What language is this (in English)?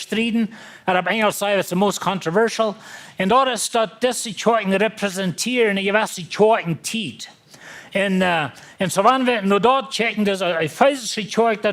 Plautdietsch